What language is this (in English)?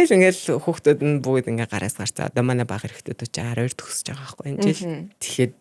Mongolian